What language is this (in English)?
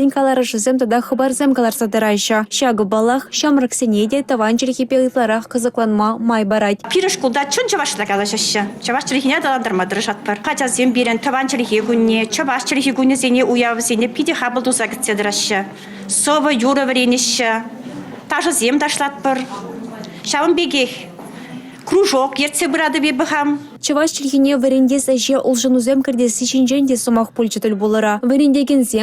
Chuvash